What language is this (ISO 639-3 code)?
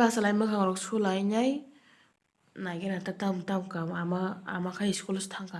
trp